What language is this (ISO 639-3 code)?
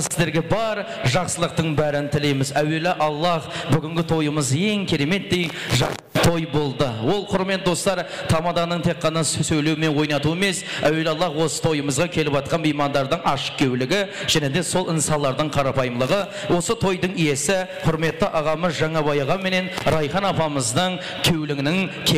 kaa